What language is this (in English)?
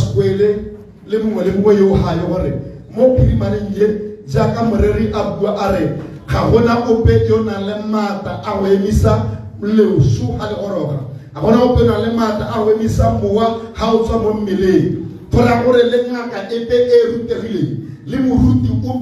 Tswana